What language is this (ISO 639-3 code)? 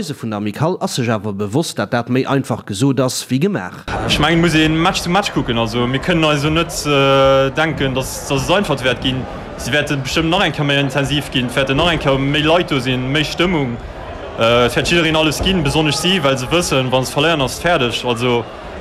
ltz